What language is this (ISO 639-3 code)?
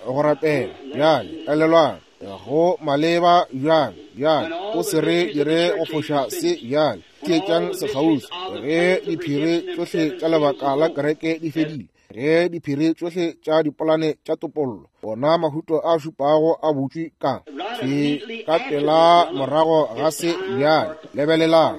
nso